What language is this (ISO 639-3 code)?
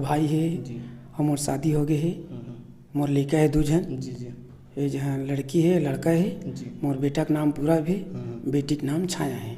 hne